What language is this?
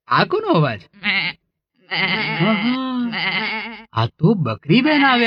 Gujarati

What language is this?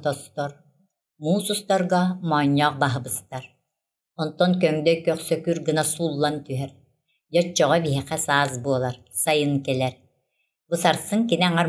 Yakut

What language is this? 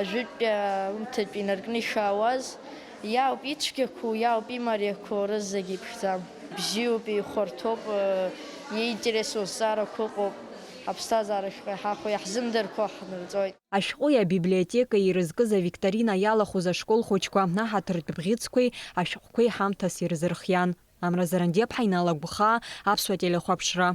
Abkhazian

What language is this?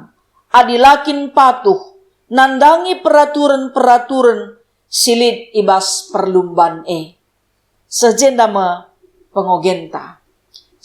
Batak Karo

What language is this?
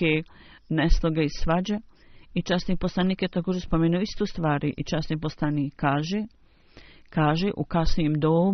Bosnian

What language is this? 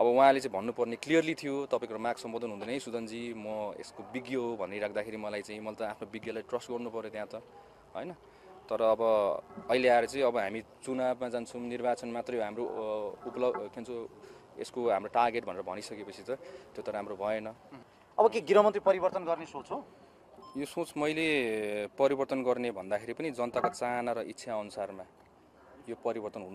Nepali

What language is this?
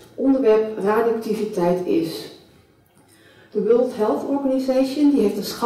Dutch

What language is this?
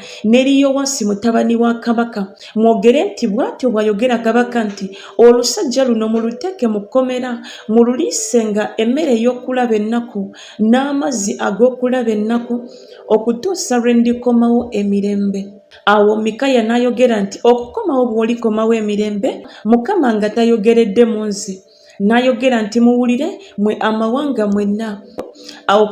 Ganda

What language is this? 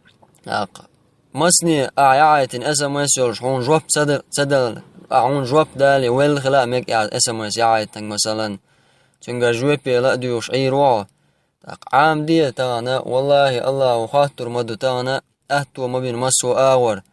Chechen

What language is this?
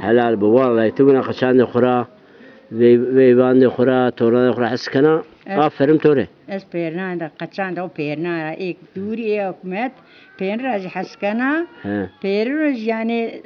Zaza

